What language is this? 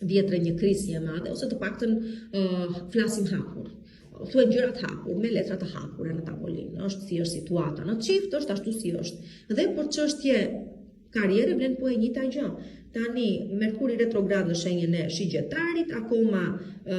Albanian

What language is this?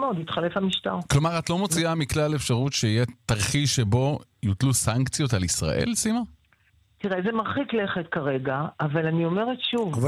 Hebrew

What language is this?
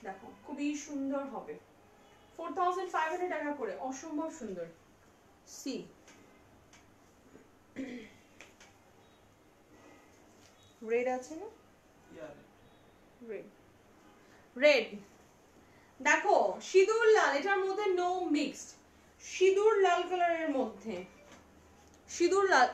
Bangla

